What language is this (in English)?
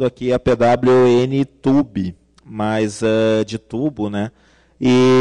Portuguese